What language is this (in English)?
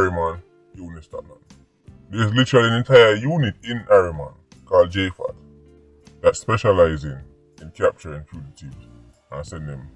Jamaican Creole English